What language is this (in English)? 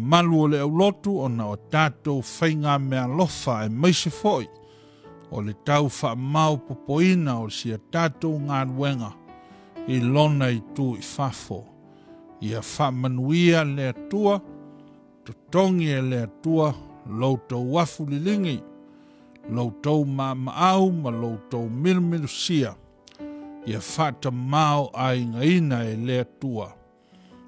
Samoan